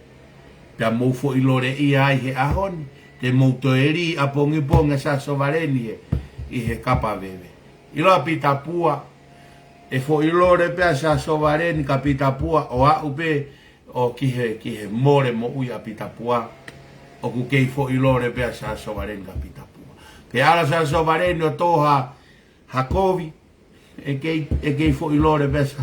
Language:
Tongan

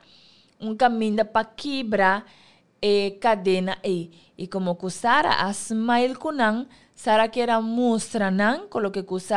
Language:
Papiamento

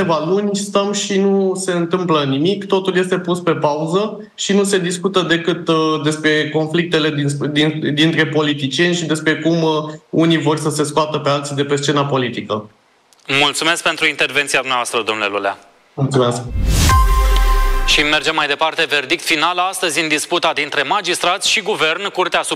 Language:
Romanian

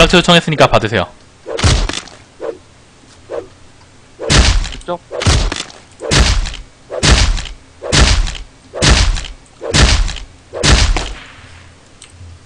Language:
Korean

